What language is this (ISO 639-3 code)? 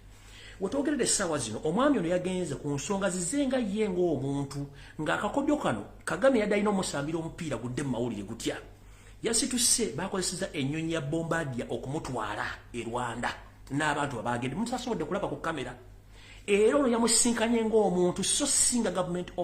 lug